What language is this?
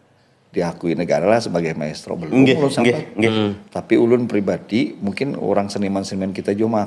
Banjar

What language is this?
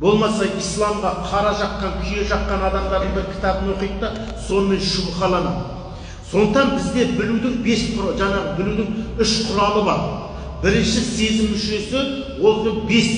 Kazakh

